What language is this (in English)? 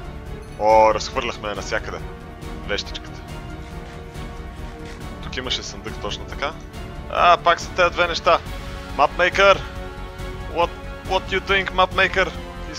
Bulgarian